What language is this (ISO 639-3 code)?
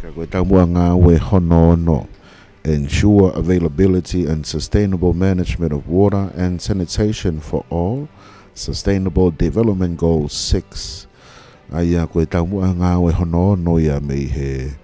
ton